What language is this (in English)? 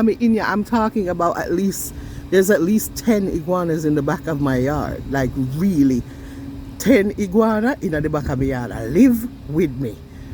Jamaican Creole English